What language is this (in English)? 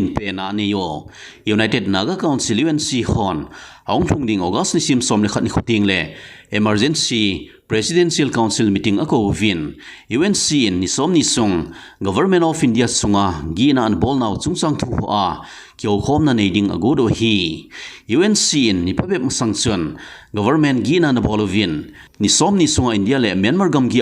Thado Chin